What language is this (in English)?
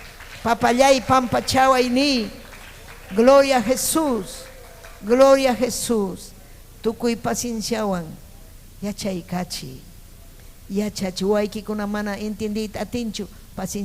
Ayacucho Quechua